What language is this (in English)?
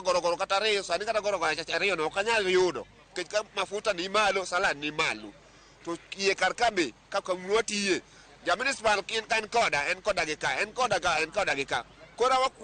Luo (Kenya and Tanzania)